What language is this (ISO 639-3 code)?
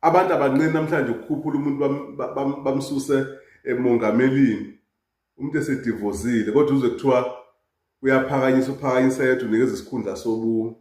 zul